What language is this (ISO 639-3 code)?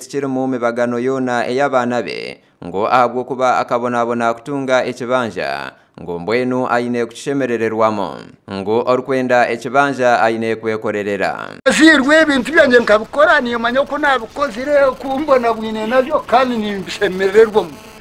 nyn